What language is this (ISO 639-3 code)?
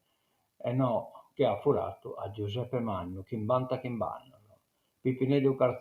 srd